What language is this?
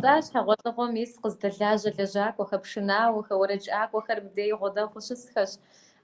Kabardian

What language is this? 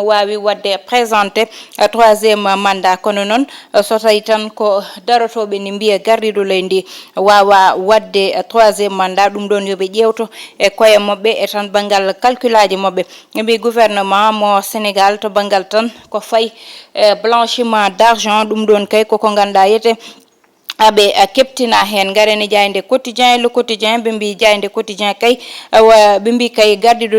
Fula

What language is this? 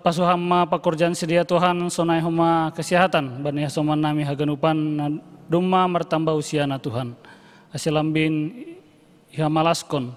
Batak Simalungun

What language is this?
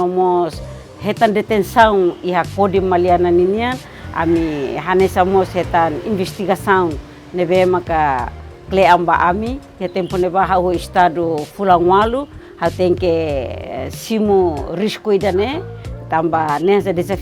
Tetum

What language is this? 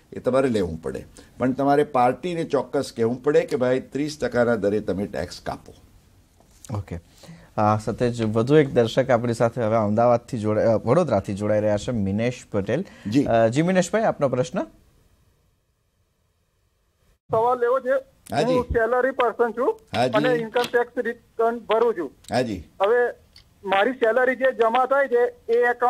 Gujarati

